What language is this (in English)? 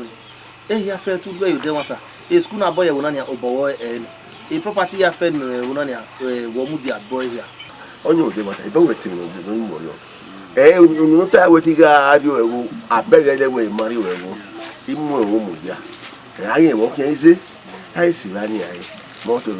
Bini